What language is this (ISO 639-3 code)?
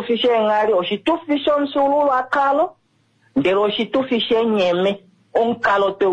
kua